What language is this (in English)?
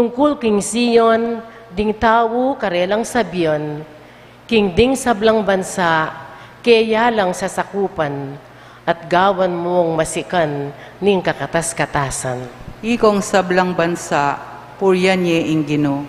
Pampanga